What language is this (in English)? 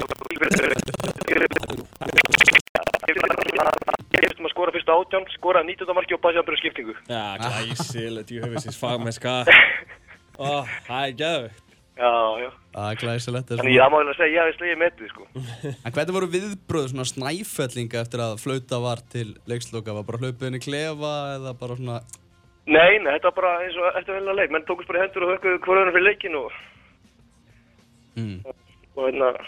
Icelandic